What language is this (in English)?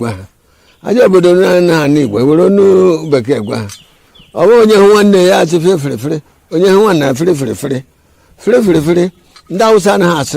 Igbo